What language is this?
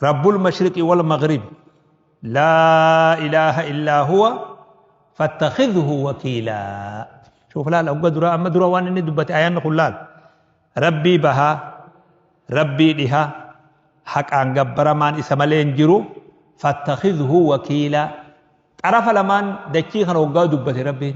Oromo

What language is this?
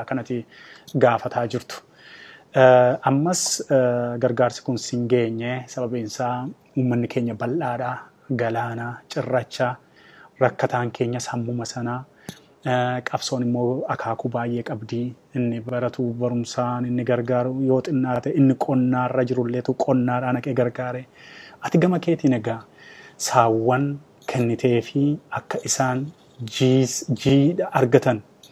Oromo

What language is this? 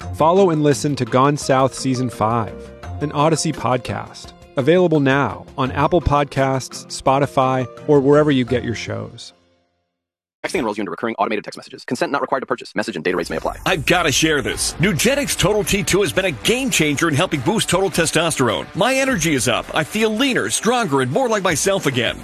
English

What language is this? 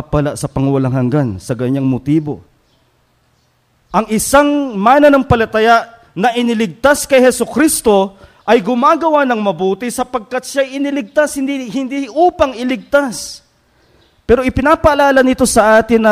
Filipino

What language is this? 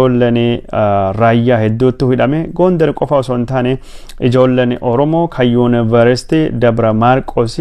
Oromo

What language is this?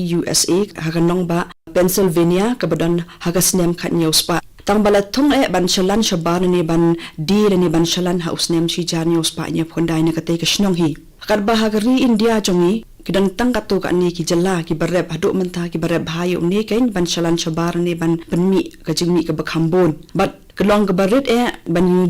Khasi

